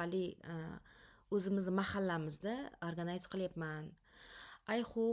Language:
Uzbek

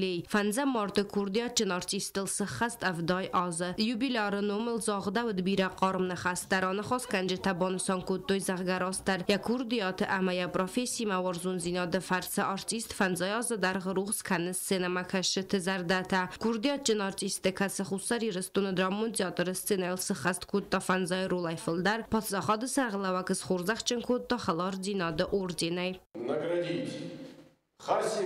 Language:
Ossetic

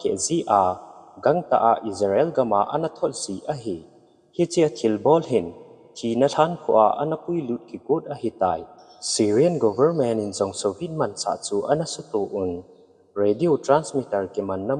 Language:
Thado Chin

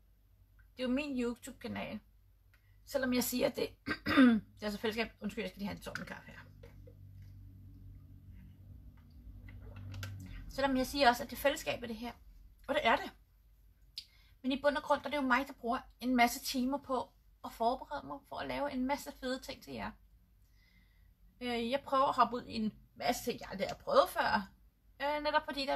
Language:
Danish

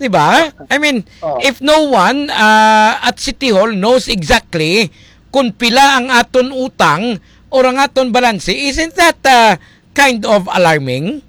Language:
Hiligaynon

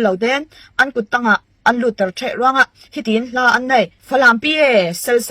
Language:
Falam Chin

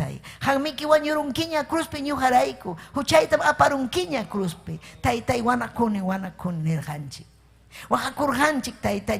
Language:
Ayacucho Quechua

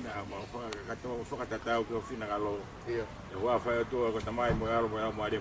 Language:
Tongan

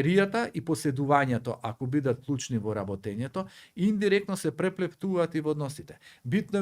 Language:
Macedonian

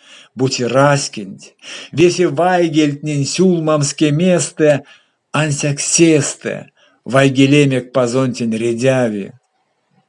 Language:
Erzya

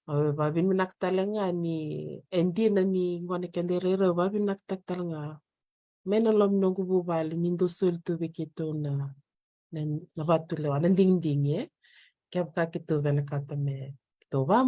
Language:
Fijian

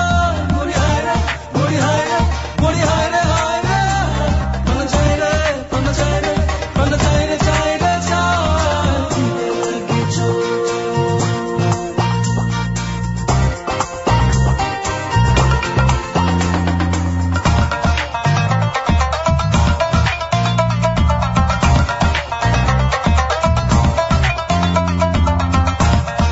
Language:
Bangla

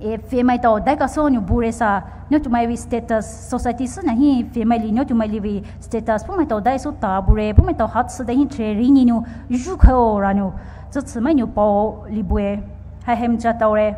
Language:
Poumei Naga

